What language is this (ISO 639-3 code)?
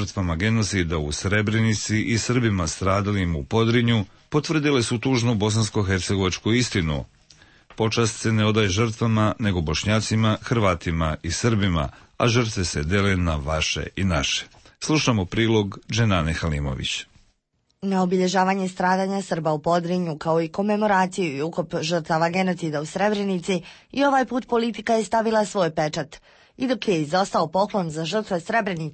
srp